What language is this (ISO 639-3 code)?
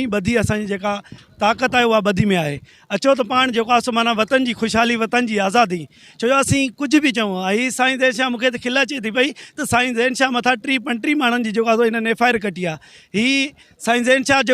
snd